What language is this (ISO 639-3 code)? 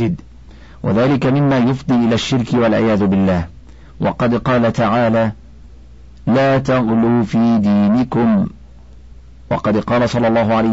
ara